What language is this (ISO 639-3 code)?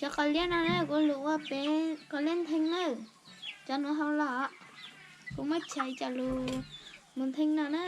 hmn